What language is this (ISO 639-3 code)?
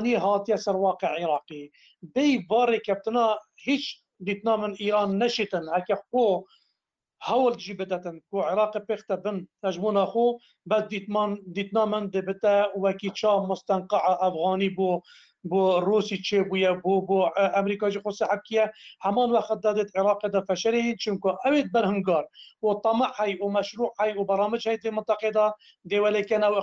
kur